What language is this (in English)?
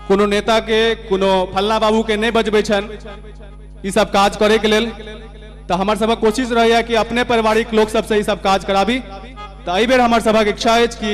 Maithili